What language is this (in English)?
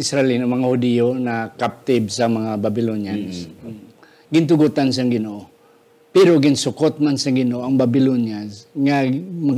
Hiligaynon